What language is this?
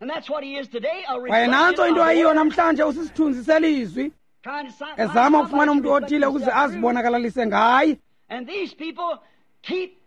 Xhosa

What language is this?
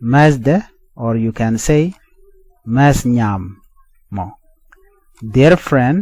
Nuer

